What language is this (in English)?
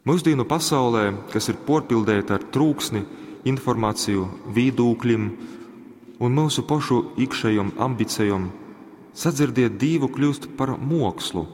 Latgalian